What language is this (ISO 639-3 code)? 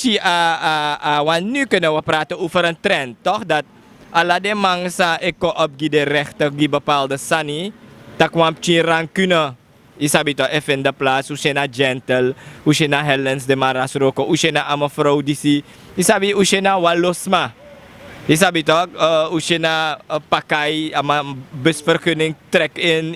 srn